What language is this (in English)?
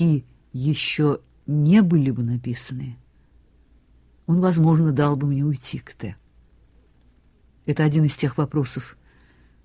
Russian